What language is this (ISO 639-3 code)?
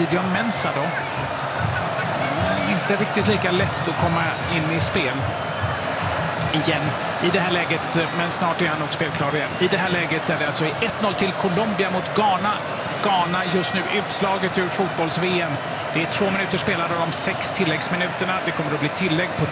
swe